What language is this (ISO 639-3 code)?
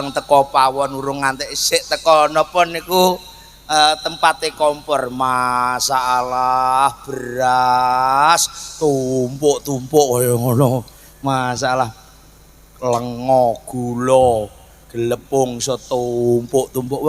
jav